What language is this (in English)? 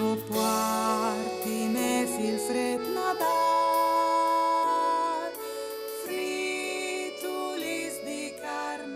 Friulian